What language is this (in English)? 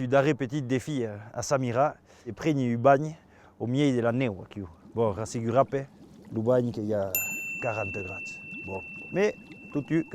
Occitan